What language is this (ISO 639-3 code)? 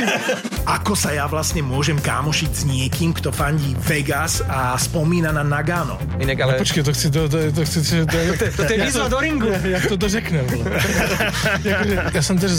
slk